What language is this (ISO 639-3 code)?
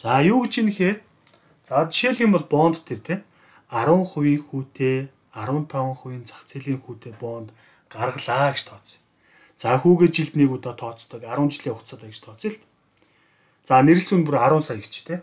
mon